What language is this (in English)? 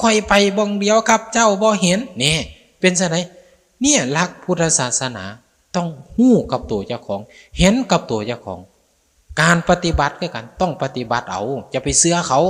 Northeastern Thai